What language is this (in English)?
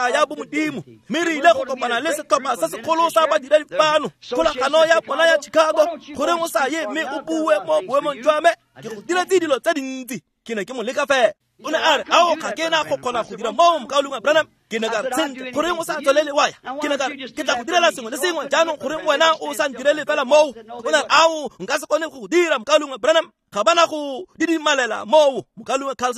Tswana